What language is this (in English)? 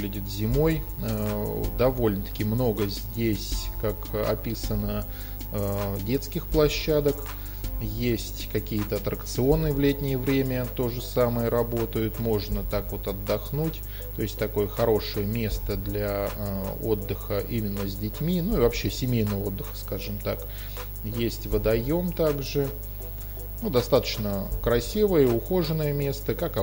Russian